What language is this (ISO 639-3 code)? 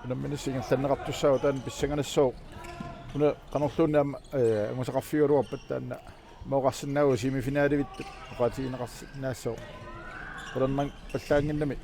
kal